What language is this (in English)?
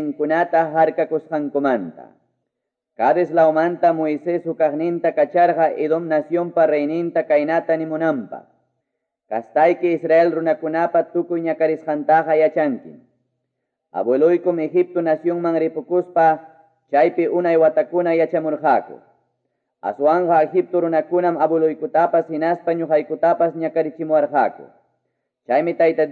Quechua